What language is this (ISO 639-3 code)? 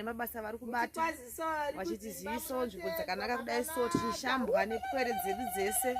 sna